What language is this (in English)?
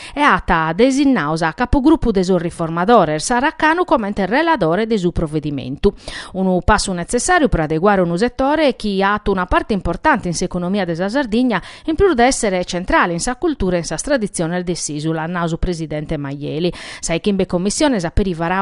Sardinian